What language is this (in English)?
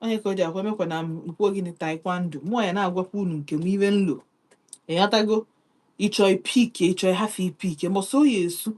Igbo